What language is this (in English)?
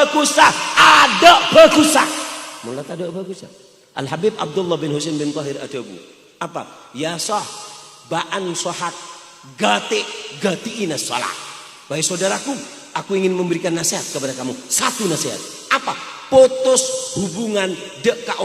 Madurese